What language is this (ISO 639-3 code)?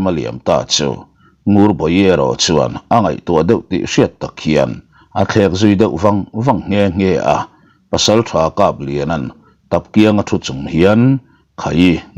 lus